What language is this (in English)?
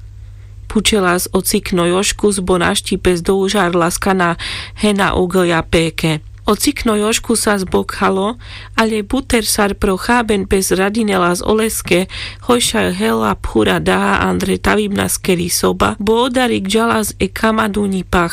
Carpathian Romani